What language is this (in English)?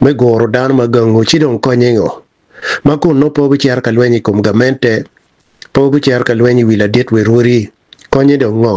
Acoli